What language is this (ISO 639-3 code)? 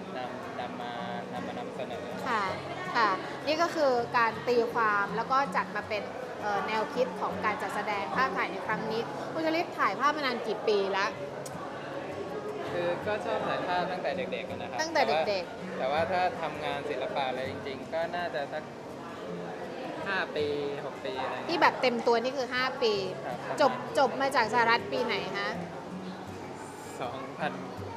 tha